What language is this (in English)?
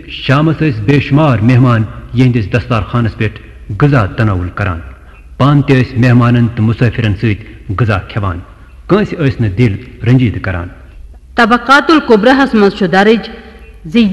Kashmiri